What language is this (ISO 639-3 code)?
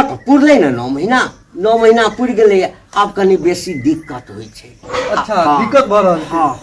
mai